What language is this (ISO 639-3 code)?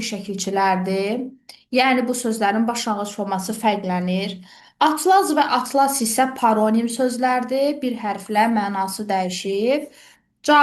aze